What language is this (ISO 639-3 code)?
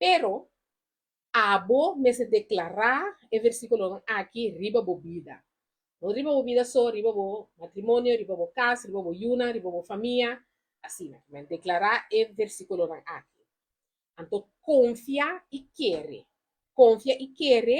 pap